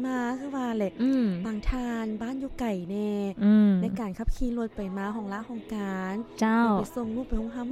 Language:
Lao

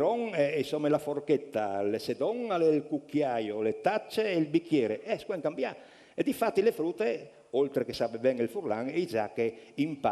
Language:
Friulian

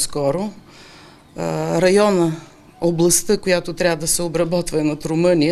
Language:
Bulgarian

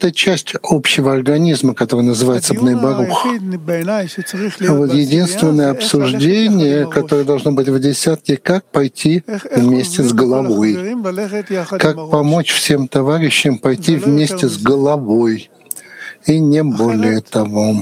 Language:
Russian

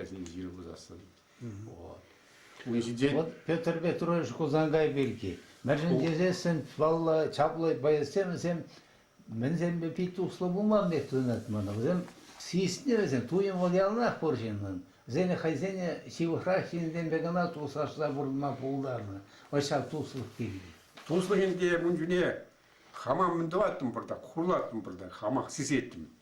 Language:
Chuvash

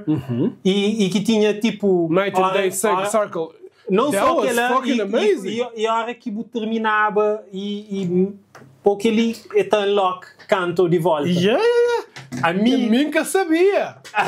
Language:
Kabuverdianu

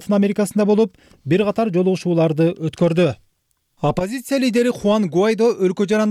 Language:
Kyrgyz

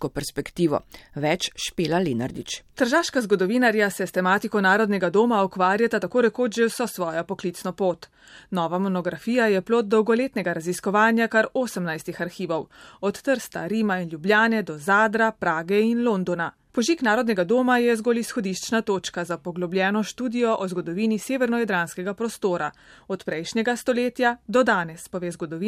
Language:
Slovenian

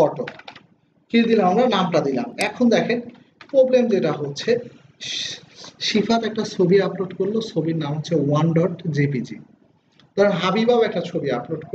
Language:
Bangla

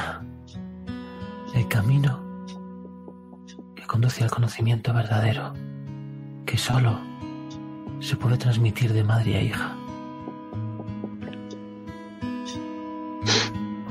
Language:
Spanish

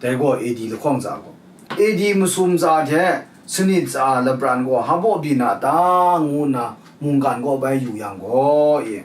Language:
Kachin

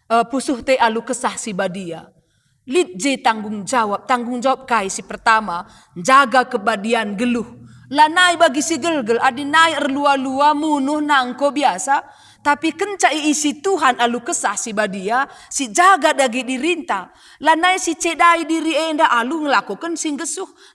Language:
Batak Karo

